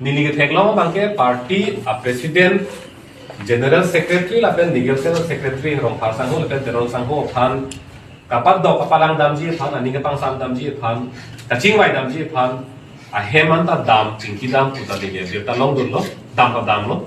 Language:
Karbi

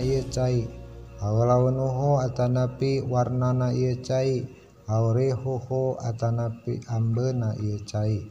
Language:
Sundanese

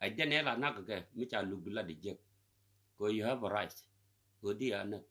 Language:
Nuer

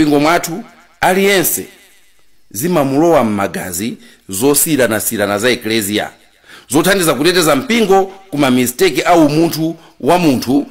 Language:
Nyanja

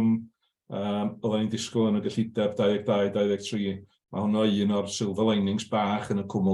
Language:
Welsh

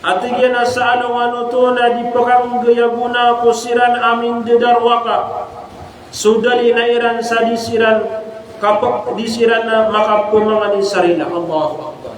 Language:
Maranao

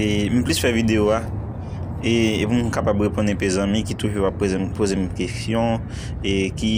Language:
Haitian Creole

